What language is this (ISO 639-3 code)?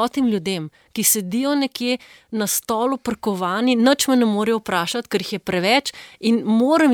slv